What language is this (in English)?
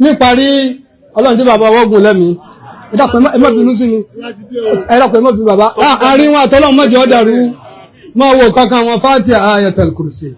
Yoruba